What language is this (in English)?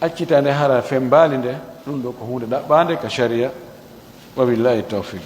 Fula